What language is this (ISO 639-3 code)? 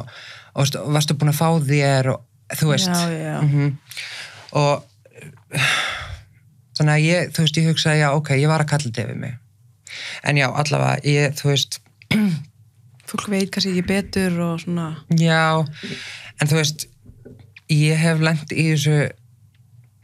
isl